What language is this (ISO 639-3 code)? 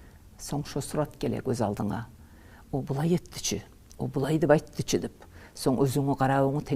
kum